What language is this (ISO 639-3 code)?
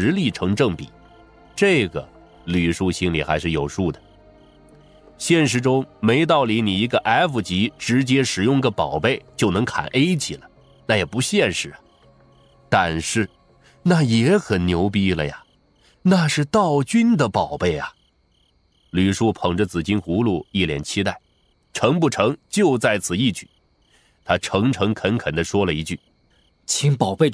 zho